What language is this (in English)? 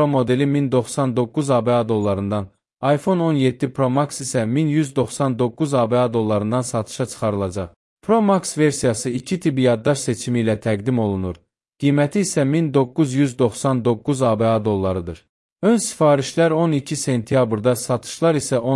Azerbaijani